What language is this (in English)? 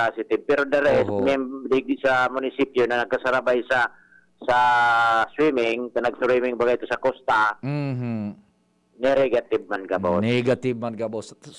Bikol